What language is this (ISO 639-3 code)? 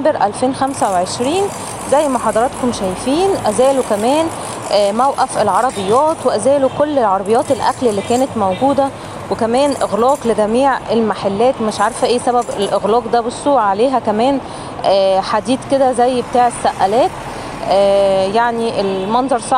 arz